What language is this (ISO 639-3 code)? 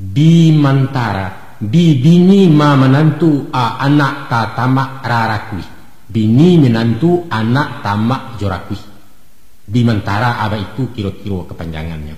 min